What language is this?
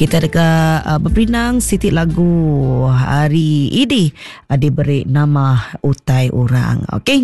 Iban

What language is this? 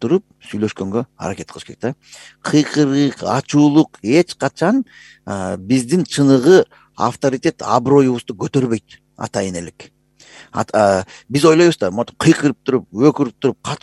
Kyrgyz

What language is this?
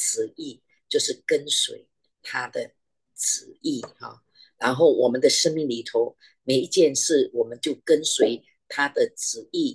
Chinese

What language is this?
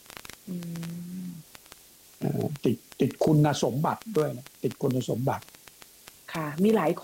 Thai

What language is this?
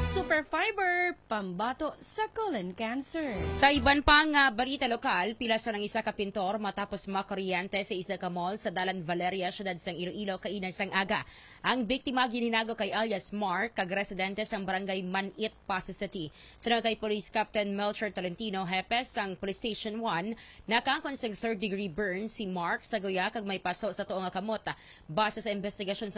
Hiligaynon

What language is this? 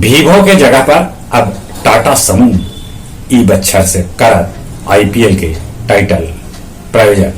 Magahi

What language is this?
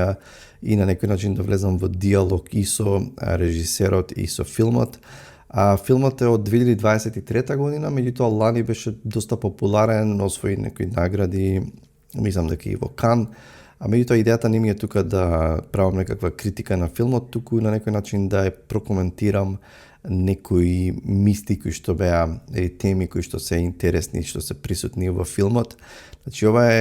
Macedonian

